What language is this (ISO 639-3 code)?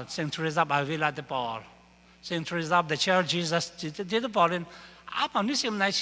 ctd